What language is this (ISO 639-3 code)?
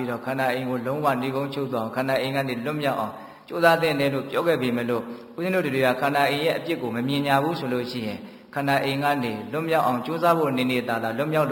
mya